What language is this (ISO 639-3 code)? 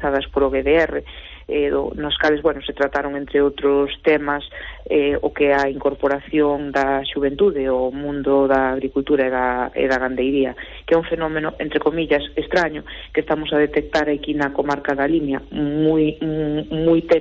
glg